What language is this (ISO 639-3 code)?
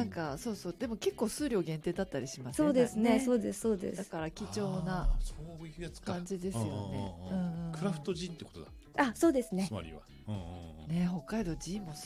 jpn